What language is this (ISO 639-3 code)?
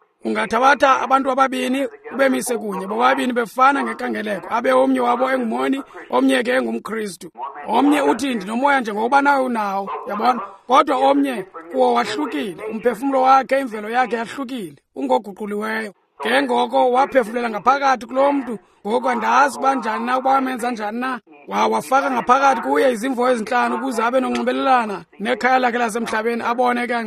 xho